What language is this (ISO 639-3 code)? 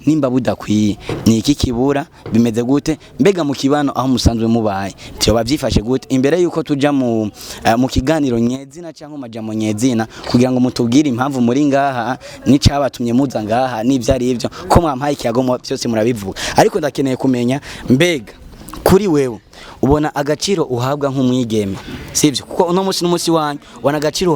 run